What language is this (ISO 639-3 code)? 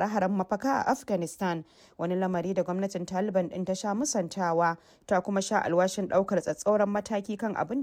hau